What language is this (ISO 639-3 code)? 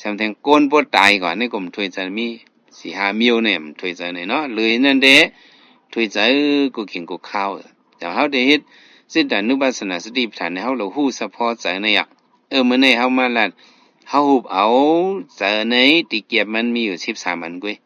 shn